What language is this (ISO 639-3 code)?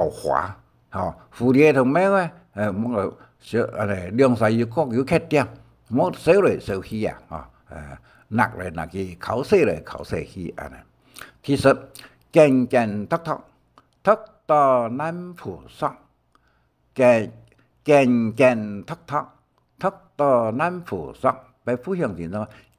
hak